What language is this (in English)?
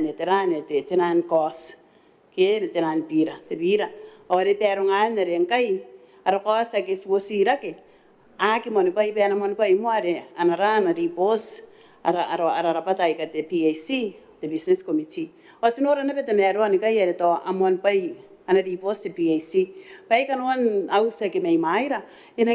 Gilbertese